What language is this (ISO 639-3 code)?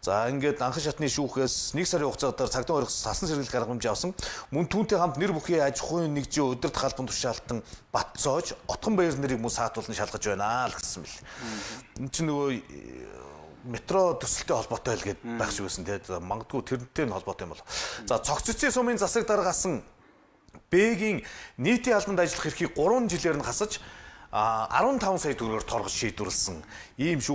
mon